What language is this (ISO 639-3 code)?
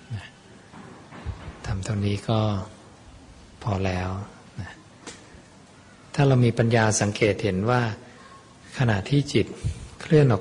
tha